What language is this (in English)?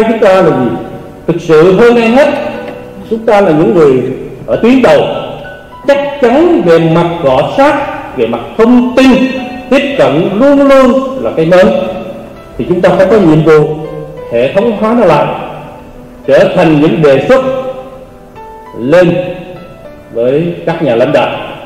Vietnamese